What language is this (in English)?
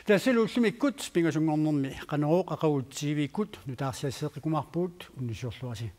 Kalaallisut